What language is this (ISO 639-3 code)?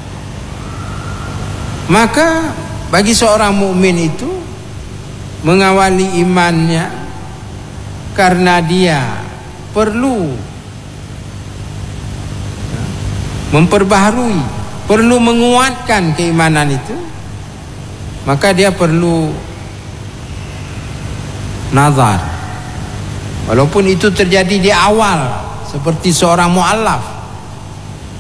ind